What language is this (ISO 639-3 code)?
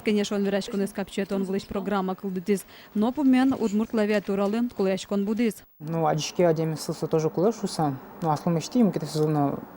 udm